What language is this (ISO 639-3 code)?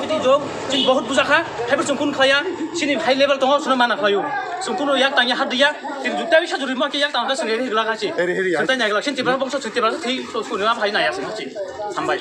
trp